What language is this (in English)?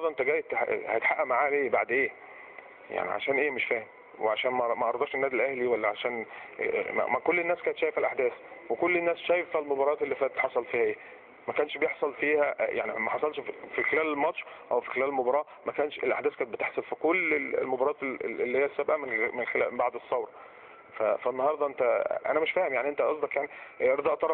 Egyptian Arabic